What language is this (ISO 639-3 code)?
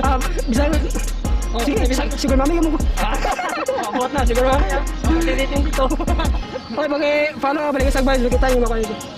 ceb